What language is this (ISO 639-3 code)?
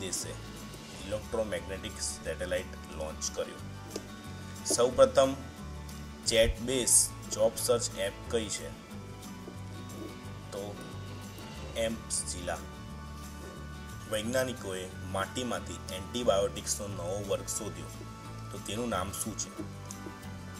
guj